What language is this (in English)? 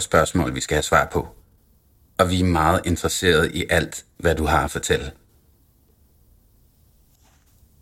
Danish